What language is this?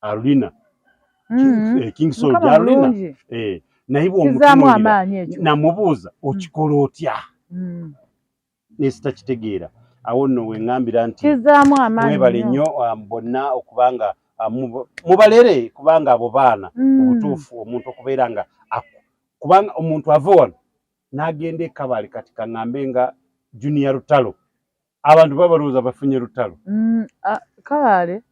Ganda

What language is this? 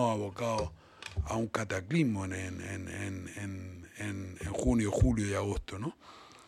Spanish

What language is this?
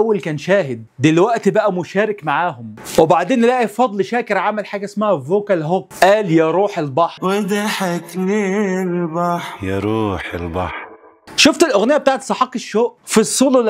Egyptian Arabic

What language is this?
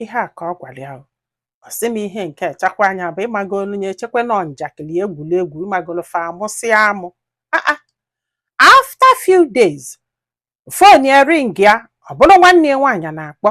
Igbo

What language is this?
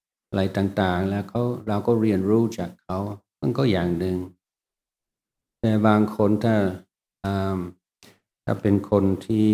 Thai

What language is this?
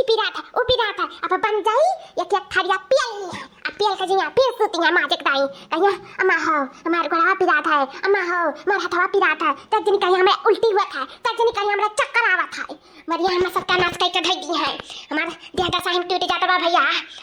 Awadhi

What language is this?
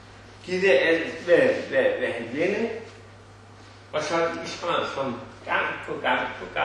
Danish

